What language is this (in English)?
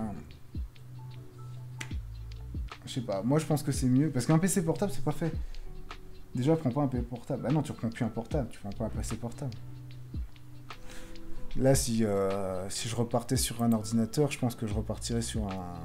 French